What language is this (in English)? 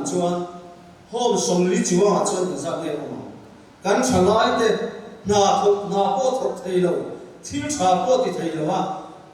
Mizo